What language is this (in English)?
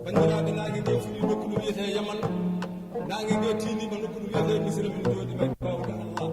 Fula